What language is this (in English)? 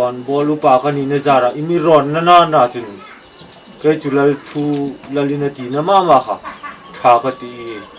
Hmar